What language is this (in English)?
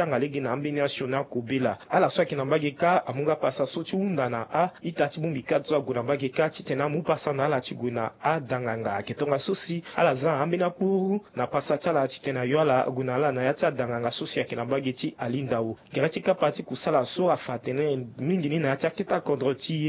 Sango